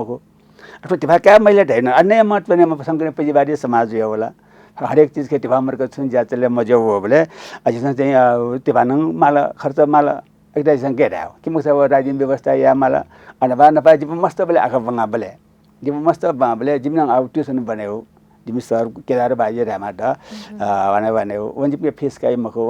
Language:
Newari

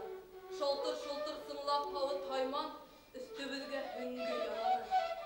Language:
Bashkir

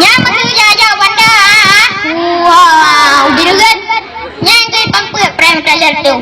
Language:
Achinese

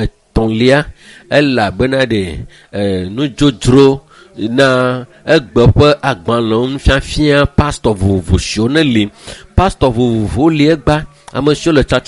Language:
Ewe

